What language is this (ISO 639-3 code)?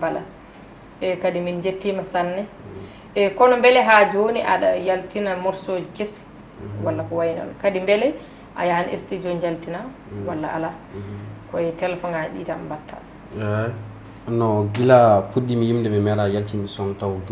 ful